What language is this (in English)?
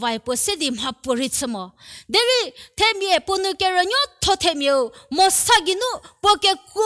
Angami Naga